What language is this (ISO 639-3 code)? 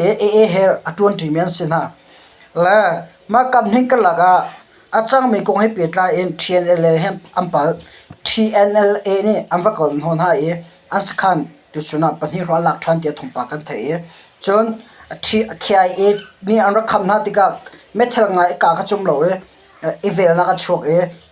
cnh